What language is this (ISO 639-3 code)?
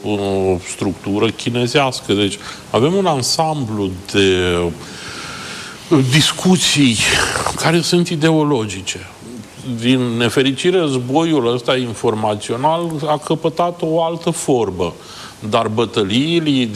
ron